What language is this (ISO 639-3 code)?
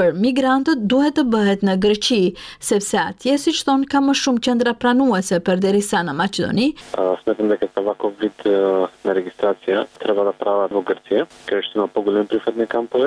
sqi